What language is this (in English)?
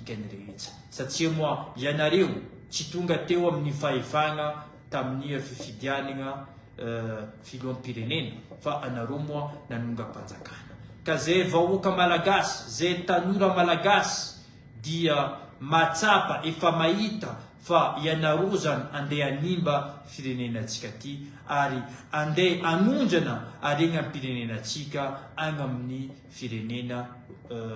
Malagasy